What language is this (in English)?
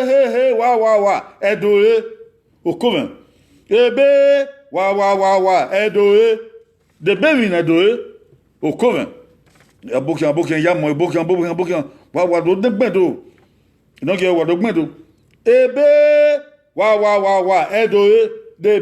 Bini